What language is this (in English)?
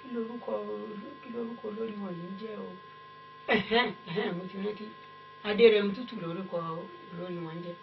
Yoruba